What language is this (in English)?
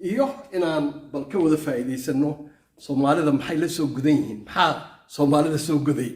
Somali